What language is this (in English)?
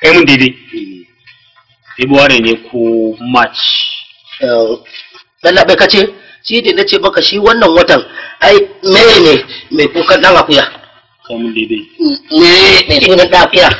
Hausa